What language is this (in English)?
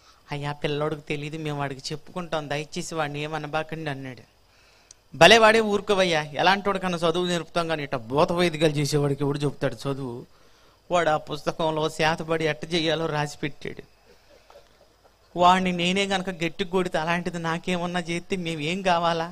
Telugu